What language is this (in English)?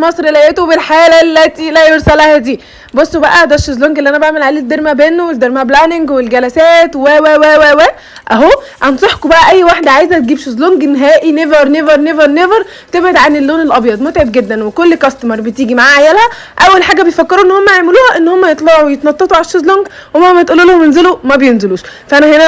Egyptian Arabic